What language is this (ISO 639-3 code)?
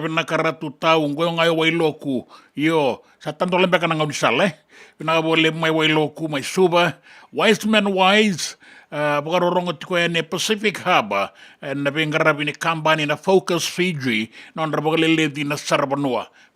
fij